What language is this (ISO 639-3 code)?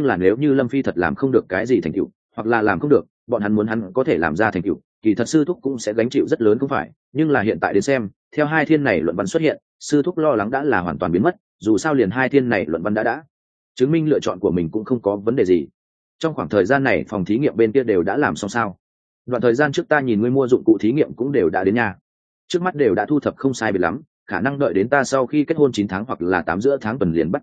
vie